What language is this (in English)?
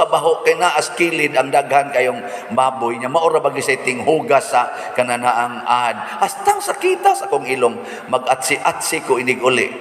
Cebuano